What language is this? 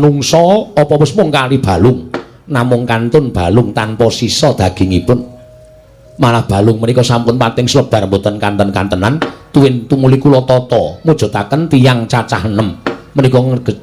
Javanese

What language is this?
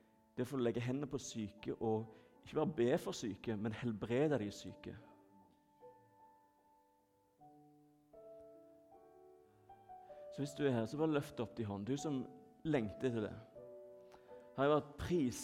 Norwegian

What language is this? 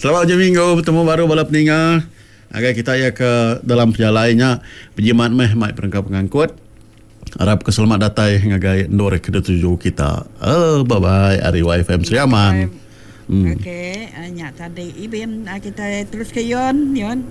Iban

